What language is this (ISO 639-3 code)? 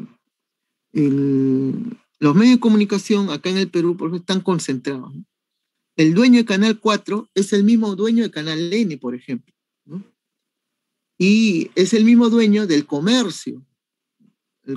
spa